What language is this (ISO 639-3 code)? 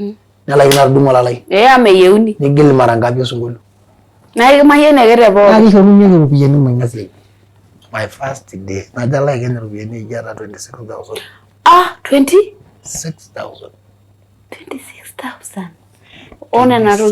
mas